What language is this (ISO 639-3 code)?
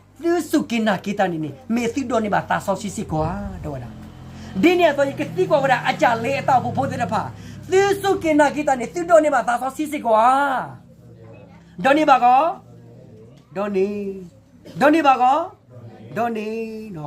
ksw